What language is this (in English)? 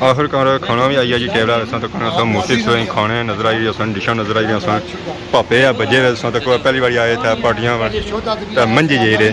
Pahari-Potwari